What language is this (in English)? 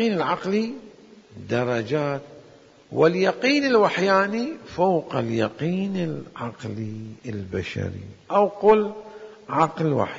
Mesopotamian Arabic